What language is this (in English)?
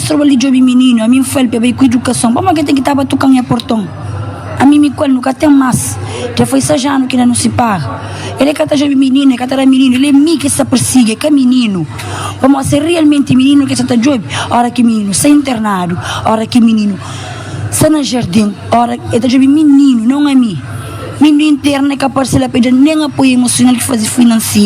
Kabuverdianu